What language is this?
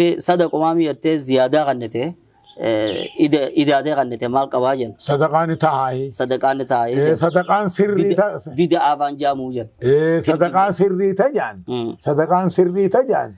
Oromo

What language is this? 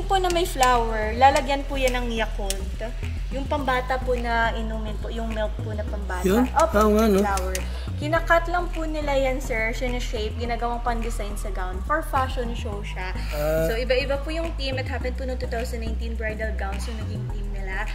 Filipino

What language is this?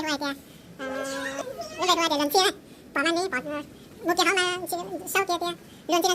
Hmong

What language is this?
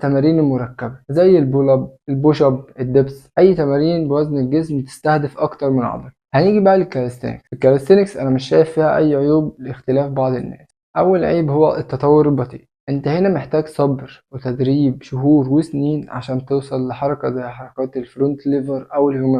Egyptian Arabic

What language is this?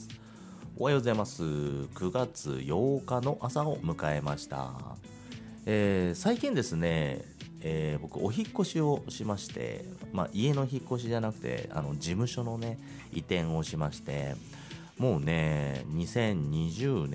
Japanese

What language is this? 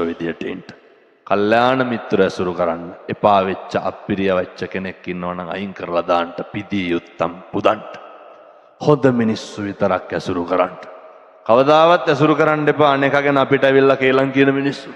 Sinhala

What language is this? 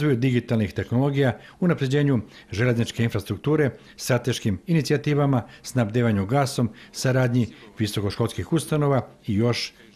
Serbian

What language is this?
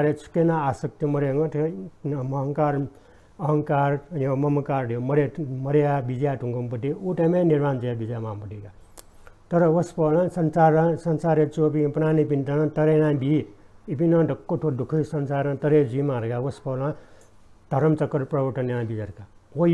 Newari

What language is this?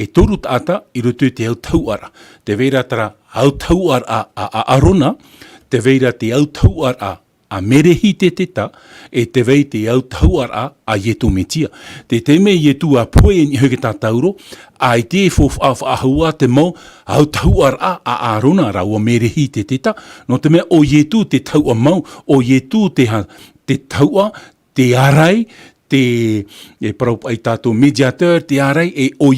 Tahitian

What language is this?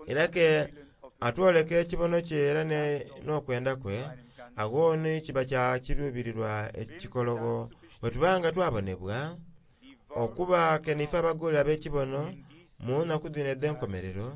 Soga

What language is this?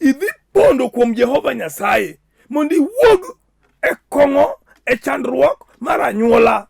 Luo (Kenya and Tanzania)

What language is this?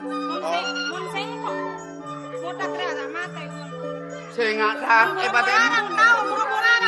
Madurese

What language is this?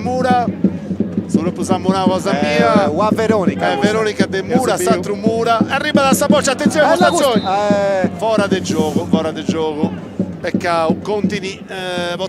Sardinian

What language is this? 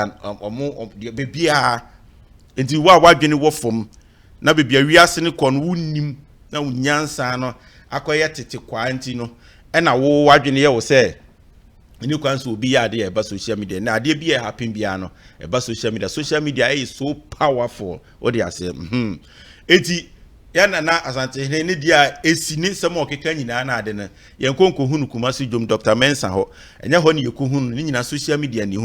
Akan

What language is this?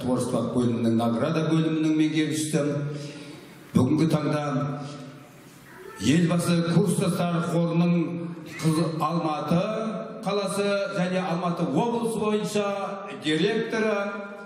Kazakh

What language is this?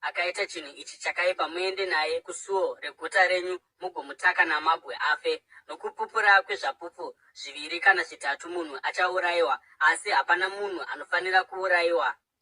Shona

